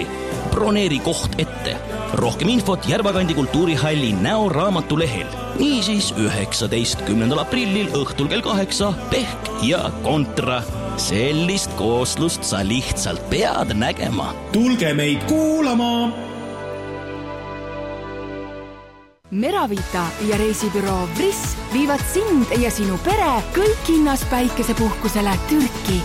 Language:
Estonian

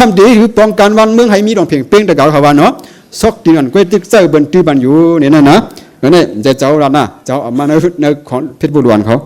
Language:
Shan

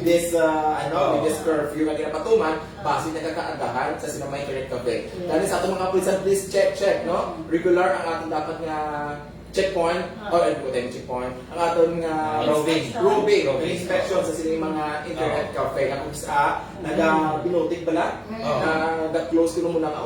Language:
Hiligaynon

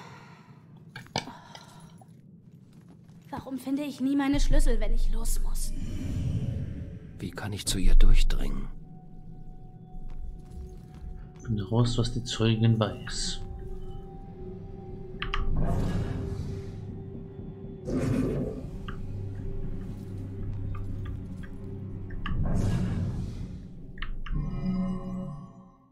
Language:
German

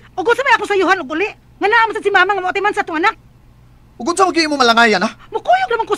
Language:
Cebuano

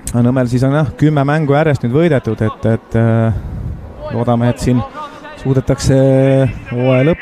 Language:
Estonian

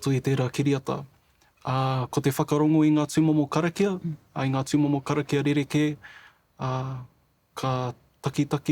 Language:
Māori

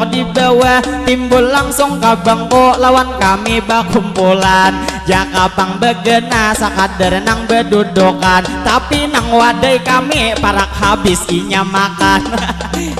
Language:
Banjar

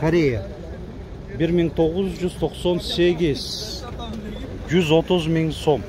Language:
Kyrgyz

